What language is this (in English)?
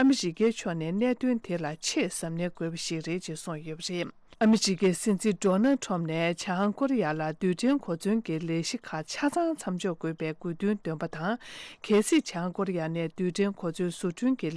Tibetan